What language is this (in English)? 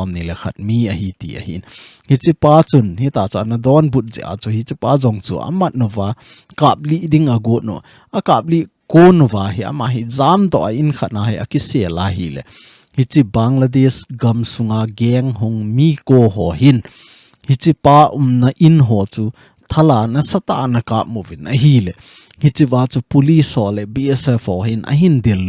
Thado Chin